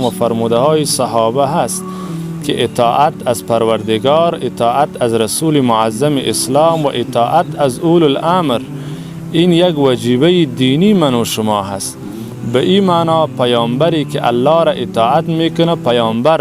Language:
Persian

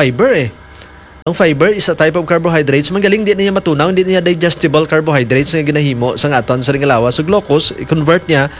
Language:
Hiligaynon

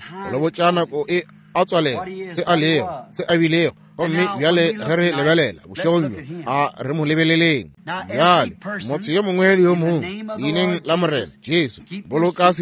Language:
Northern Sotho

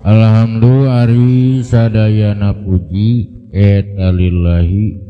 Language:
Sundanese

